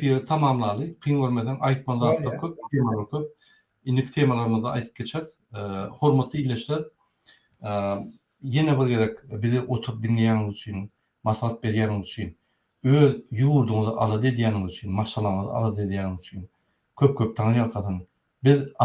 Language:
Turkmen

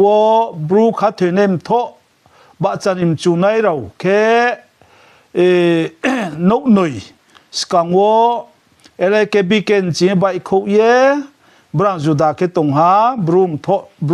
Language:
Riang (India)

